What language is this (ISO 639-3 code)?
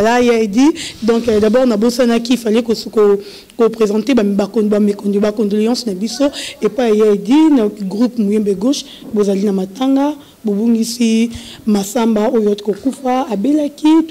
lin